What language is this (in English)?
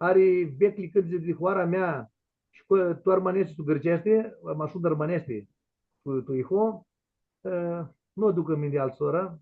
Aromanian